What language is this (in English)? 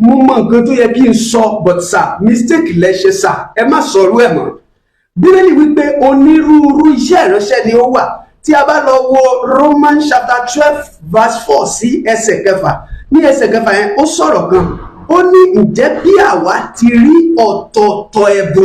Yoruba